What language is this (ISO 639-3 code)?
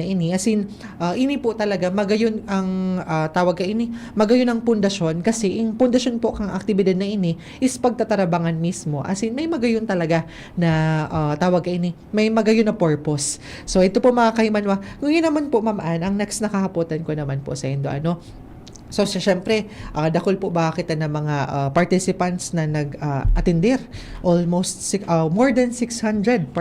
bik